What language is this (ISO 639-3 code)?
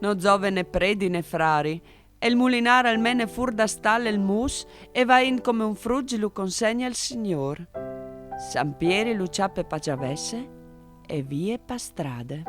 fur